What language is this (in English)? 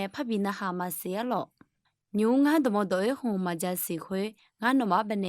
Akha